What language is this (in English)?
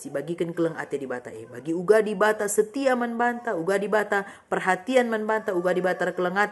Batak Karo